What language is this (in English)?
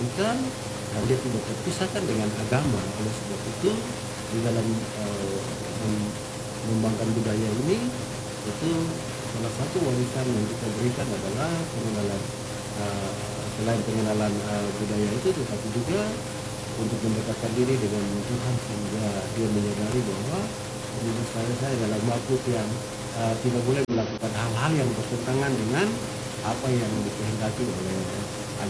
Indonesian